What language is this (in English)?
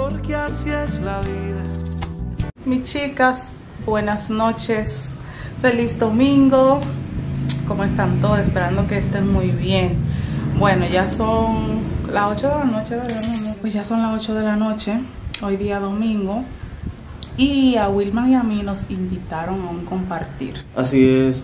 Spanish